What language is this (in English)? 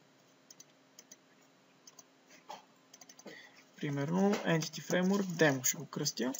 Bulgarian